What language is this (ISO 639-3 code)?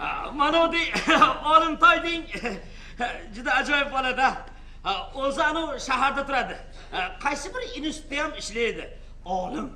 uzb